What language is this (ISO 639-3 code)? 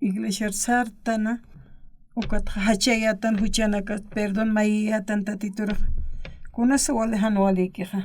aym